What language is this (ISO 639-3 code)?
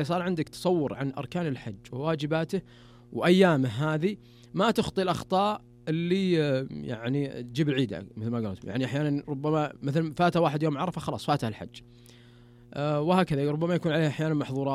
ars